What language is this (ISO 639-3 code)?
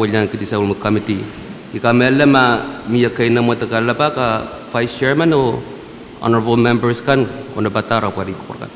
pon